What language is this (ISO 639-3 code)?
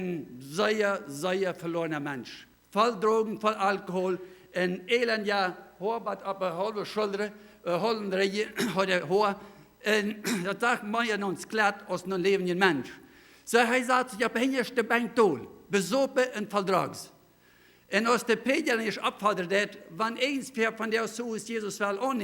pdt